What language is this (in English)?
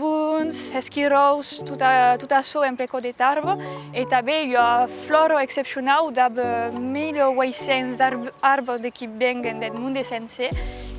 Occitan